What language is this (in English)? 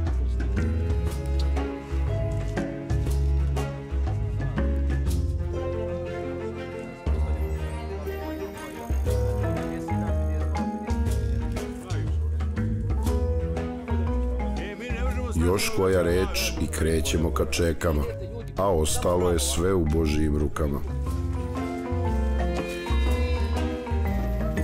Serbian